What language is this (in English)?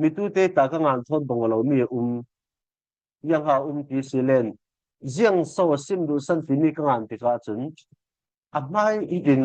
Falam Chin